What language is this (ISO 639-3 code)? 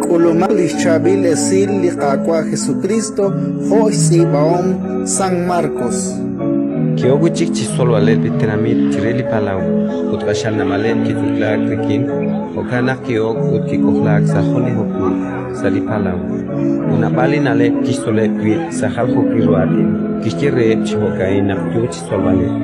kek